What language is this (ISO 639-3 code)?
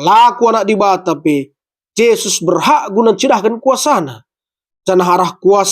btx